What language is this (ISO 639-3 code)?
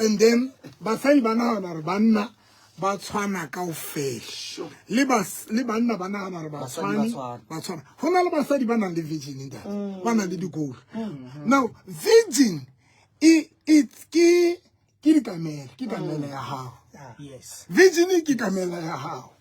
sot